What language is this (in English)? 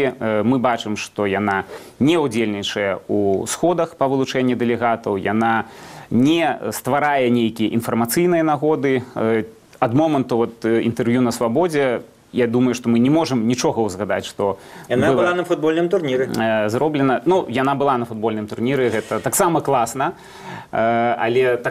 Belarusian